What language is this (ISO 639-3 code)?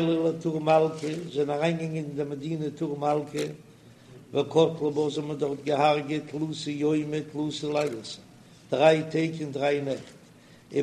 yid